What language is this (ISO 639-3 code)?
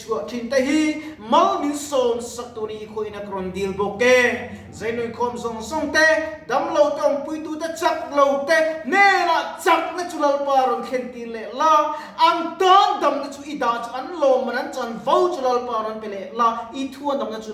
lus